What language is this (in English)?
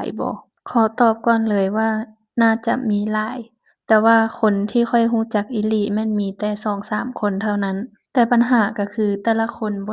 Lao